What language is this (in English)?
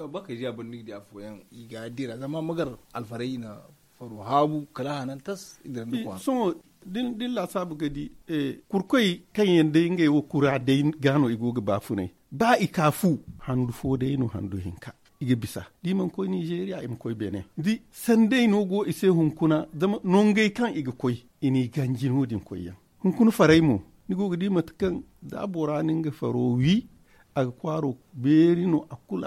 Zarma